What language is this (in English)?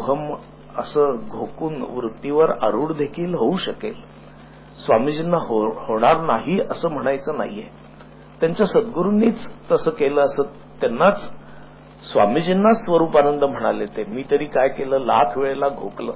Marathi